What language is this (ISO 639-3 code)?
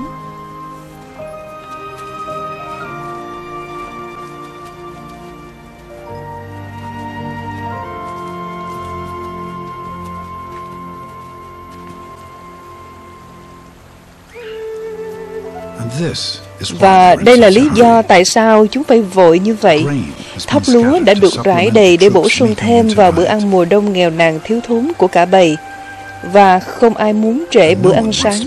vie